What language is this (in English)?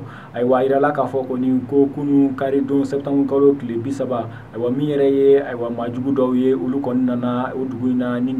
Bambara